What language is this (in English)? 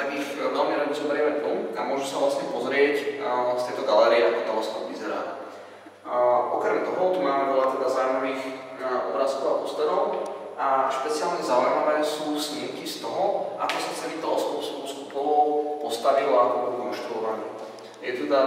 Slovak